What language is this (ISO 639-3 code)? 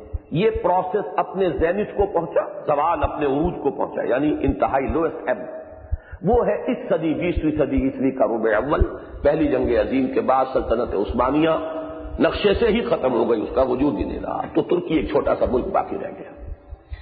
urd